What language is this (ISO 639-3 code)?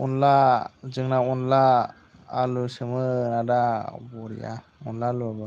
brx